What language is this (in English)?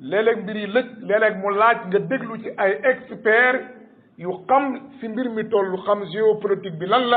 Wolof